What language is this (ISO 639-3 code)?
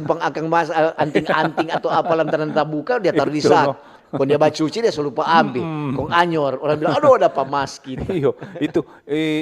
xmm